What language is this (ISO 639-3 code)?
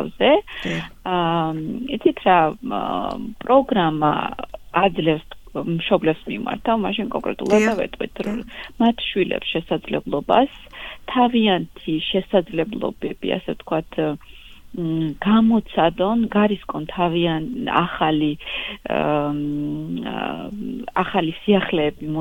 kat